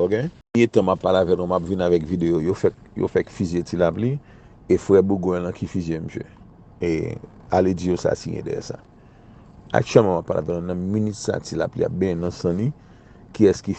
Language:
Haitian Creole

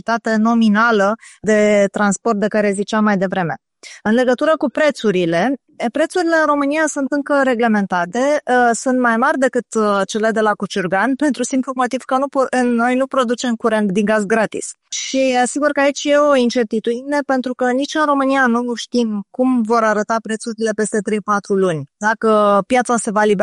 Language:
Romanian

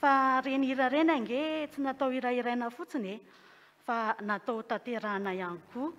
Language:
Malagasy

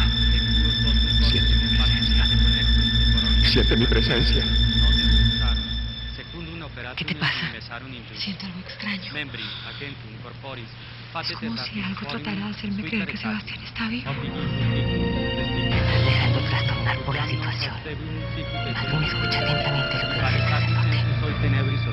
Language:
Spanish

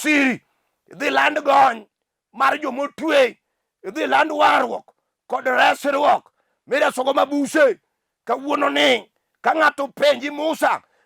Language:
Luo (Kenya and Tanzania)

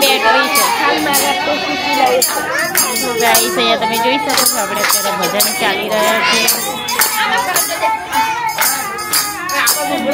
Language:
Gujarati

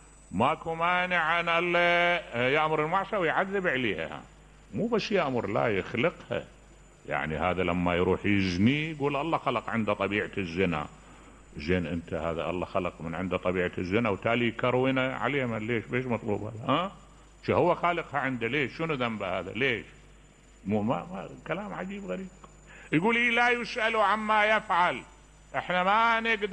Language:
Mesopotamian Arabic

